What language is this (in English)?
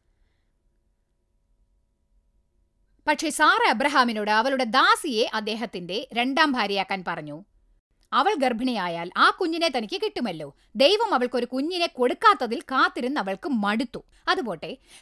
Malayalam